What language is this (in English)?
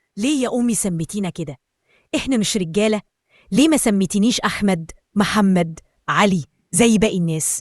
Egyptian Arabic